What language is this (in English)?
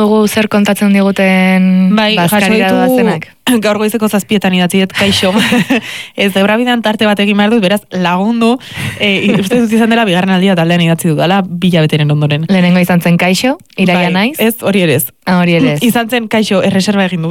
Basque